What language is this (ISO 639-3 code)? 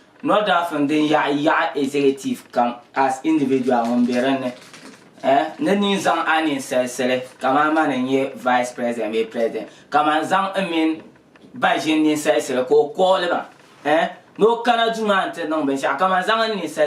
dag